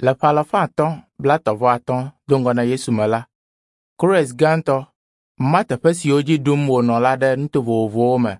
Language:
Ewe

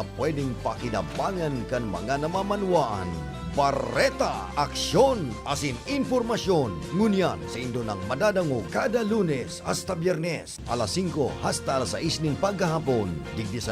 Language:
Bikol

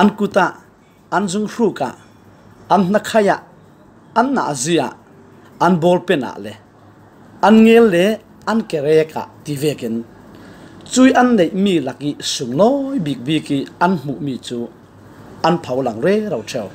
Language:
Falam Chin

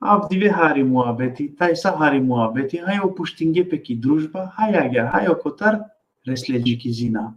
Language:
Balkan Romani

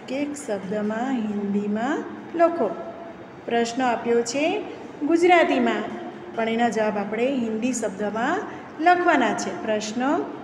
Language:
Gujarati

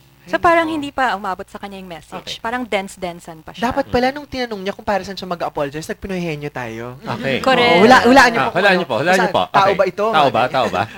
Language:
Filipino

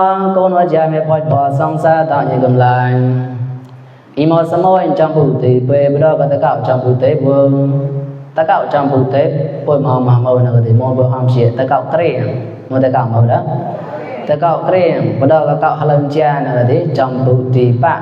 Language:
Mon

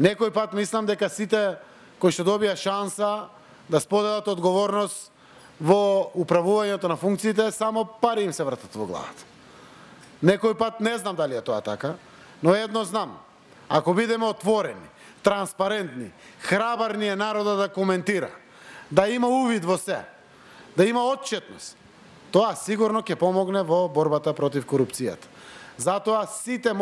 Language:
Macedonian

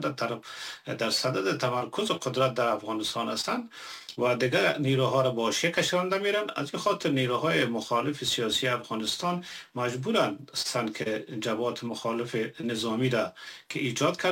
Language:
Persian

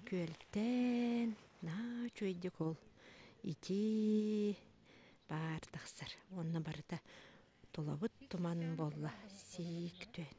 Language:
Yakut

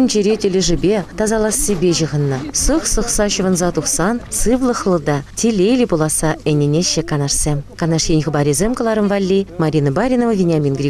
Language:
Chuvash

